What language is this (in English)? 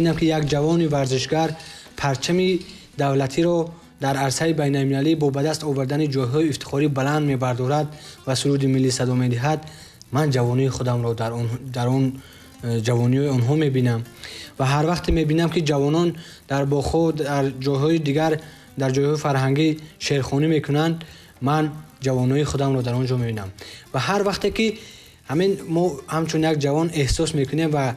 Tajik